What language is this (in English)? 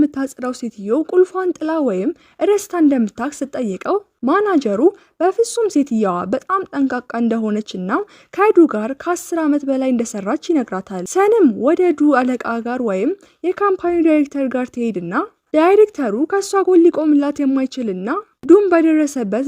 Amharic